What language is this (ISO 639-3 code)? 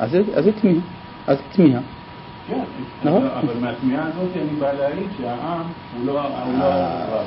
heb